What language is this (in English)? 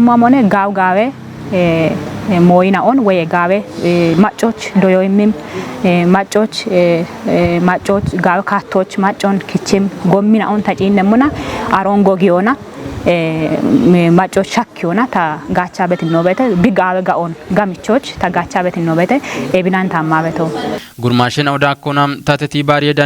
Kafa